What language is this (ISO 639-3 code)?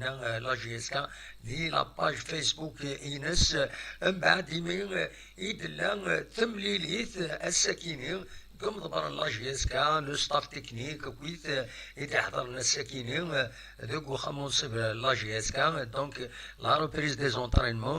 kab